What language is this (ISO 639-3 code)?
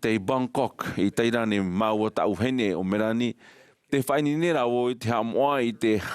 tah